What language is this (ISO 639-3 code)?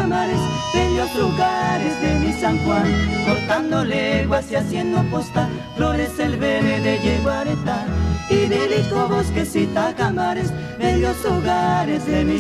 grn